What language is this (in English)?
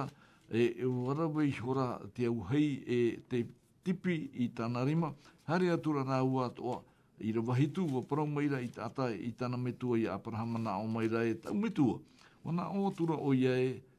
Tahitian